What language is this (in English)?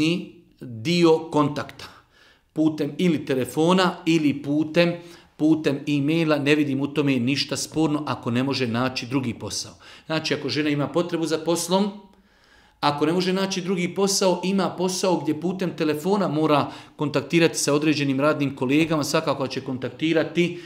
Bosnian